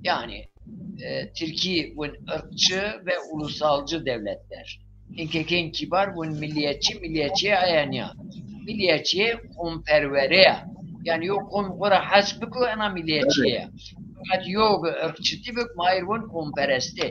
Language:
Zaza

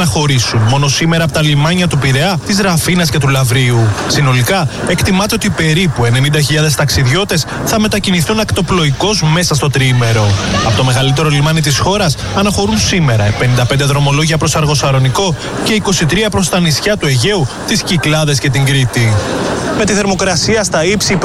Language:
Greek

